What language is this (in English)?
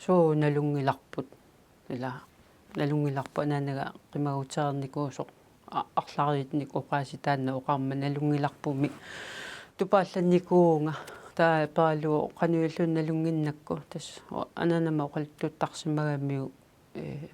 Kalaallisut